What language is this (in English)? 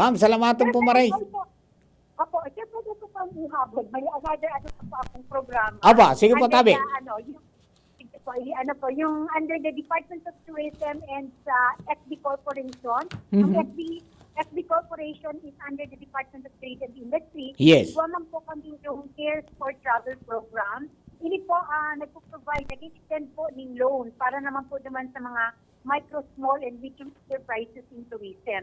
Bikol